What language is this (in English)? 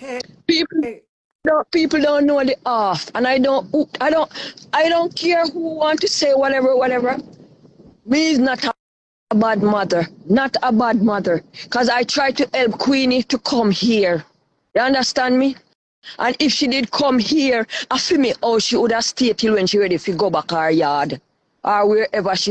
Jamaican Creole English